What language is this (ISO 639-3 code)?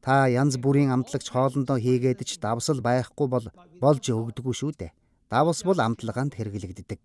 mon